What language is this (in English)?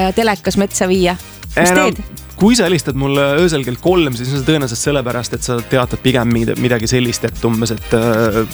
Estonian